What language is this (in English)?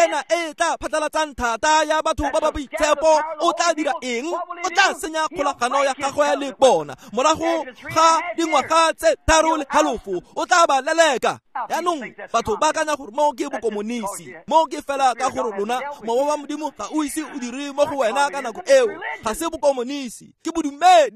Tswana